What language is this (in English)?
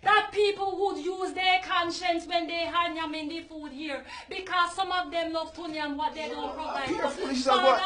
Jamaican Creole English